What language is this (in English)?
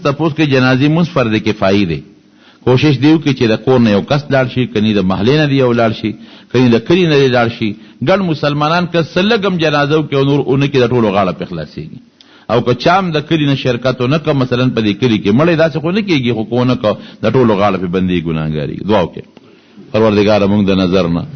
Pashto